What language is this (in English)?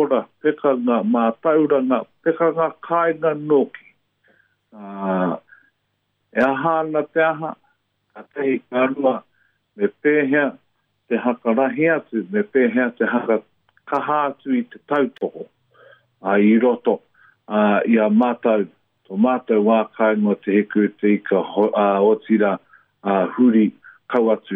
Māori